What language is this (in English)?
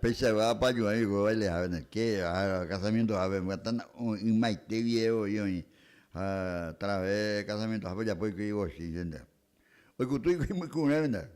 Guarani